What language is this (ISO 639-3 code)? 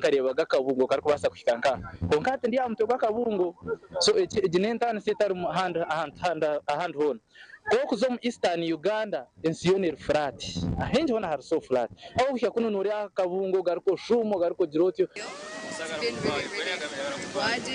nyn